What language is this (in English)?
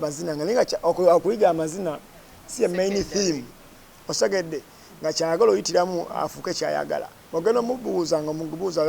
Ganda